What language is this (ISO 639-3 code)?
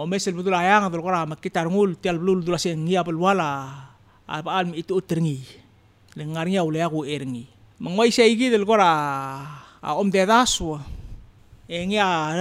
pau